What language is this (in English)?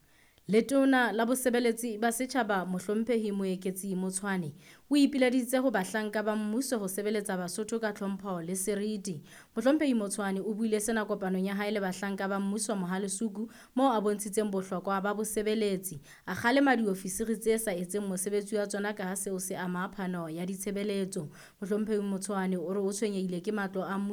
Southern Sotho